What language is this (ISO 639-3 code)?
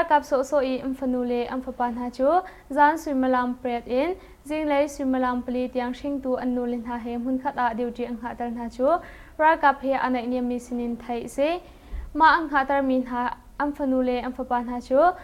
cnh